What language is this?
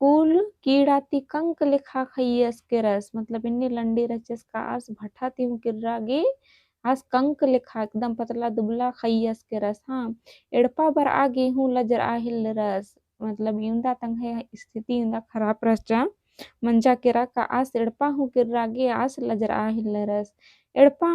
Kurukh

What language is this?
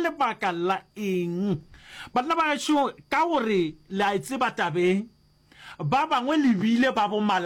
Northern Sotho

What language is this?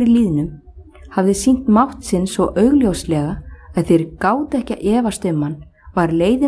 Icelandic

